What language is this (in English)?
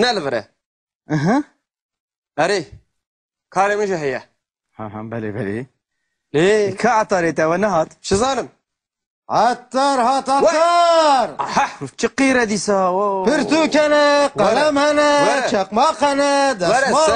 Kurdish